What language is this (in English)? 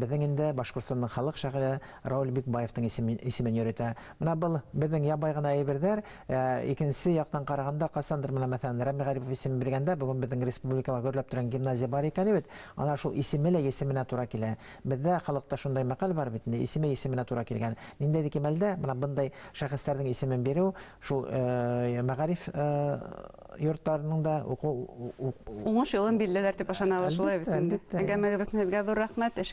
Bashkir